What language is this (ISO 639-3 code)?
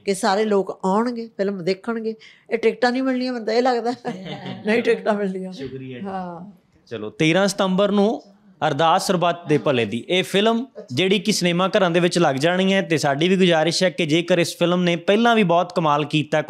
pan